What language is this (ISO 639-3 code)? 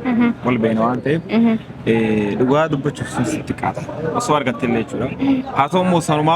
orm